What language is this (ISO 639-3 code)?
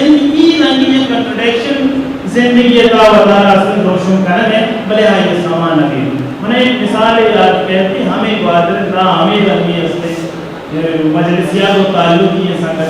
bgp